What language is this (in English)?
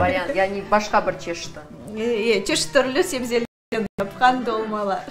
Crimean Tatar